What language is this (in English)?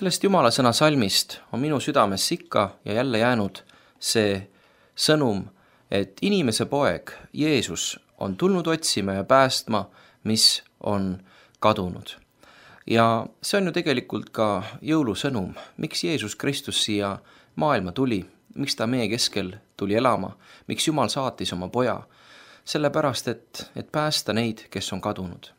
Estonian